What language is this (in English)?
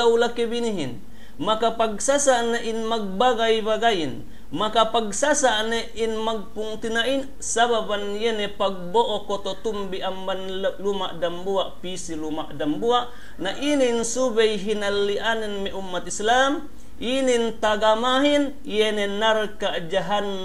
Yakan